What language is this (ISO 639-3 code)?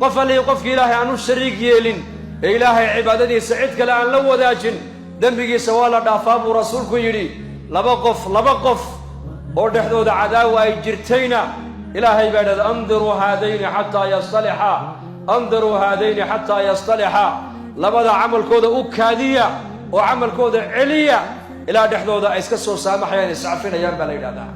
som